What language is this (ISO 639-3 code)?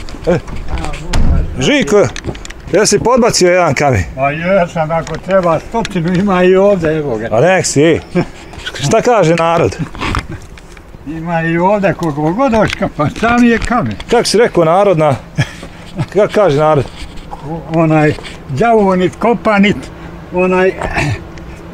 bos